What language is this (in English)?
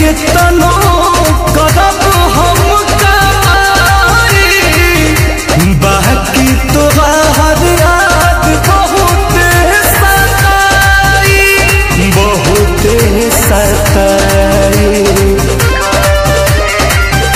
Bhojpuri